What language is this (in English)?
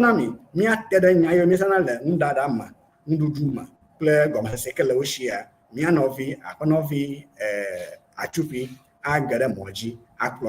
Ewe